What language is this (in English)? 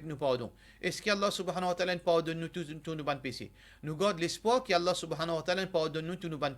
Morisyen